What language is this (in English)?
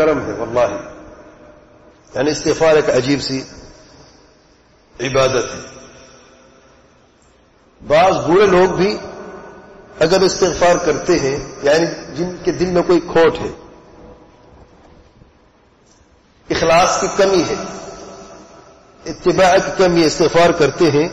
Urdu